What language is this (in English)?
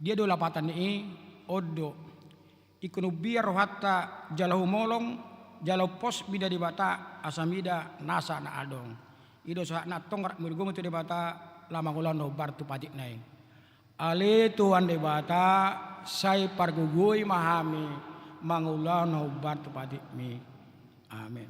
Batak Toba